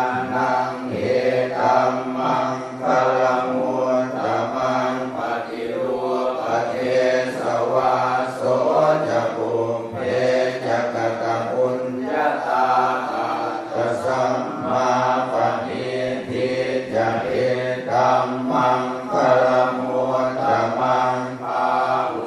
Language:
Pali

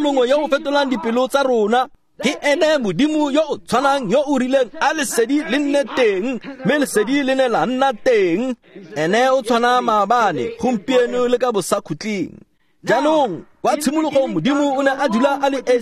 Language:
Tswana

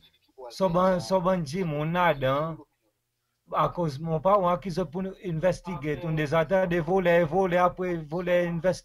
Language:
Seselwa Creole French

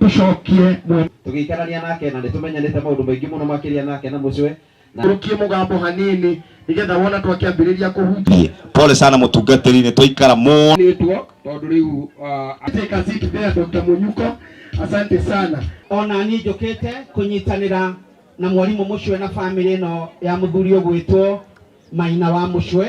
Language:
Kikuyu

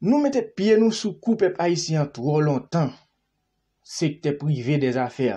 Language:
Haitian Creole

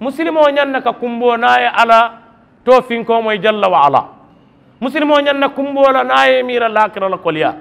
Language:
Mandingo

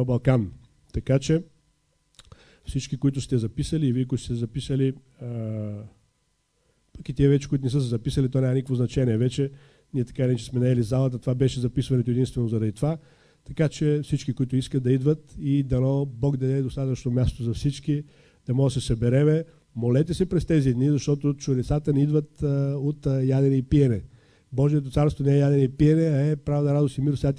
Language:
Bulgarian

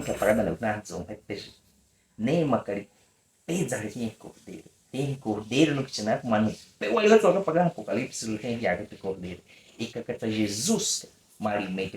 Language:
Baniwa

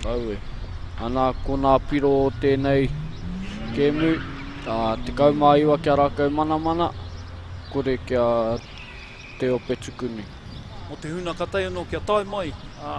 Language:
Māori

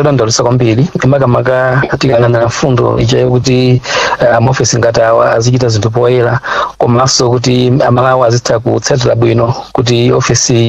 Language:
Nyanja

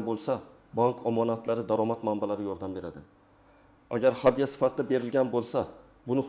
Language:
Uzbek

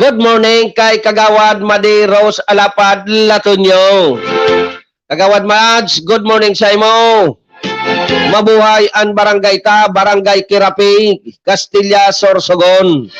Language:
Bikol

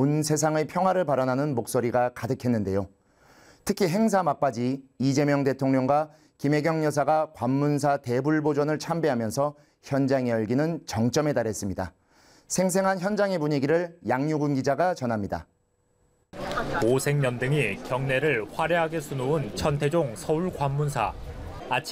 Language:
Korean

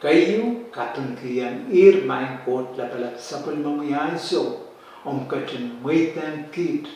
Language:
Pohnpeian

